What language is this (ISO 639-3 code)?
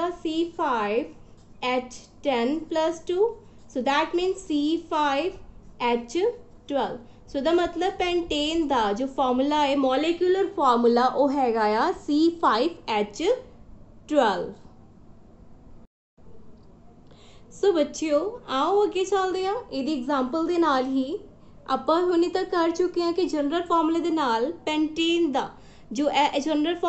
pan